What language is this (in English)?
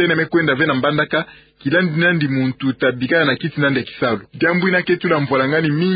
Kituba (Democratic Republic of Congo)